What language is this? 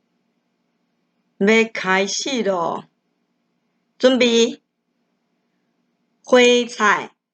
Min Nan Chinese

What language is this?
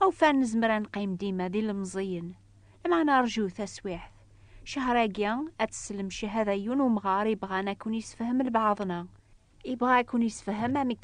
Kabyle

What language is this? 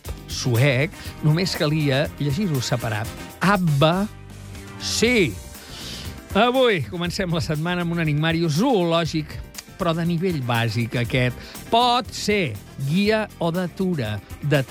Catalan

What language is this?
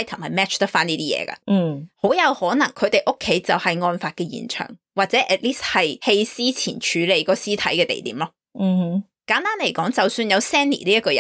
Cantonese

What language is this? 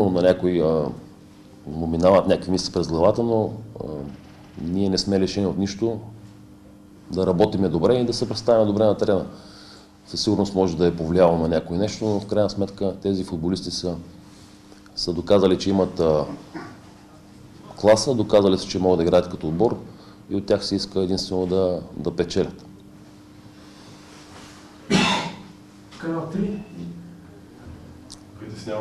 Bulgarian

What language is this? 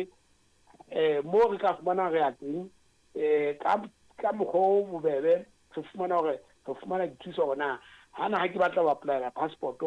Southern Sotho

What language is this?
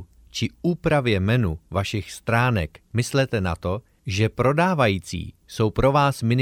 Czech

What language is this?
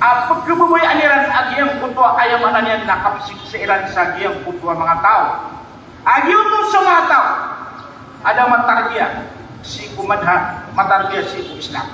Maranao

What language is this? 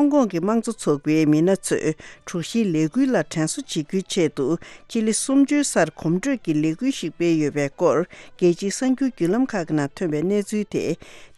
Tibetan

